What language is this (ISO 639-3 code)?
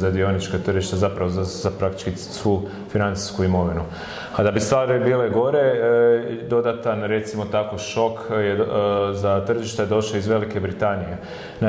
hrv